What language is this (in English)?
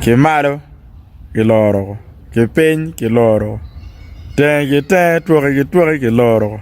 Acoli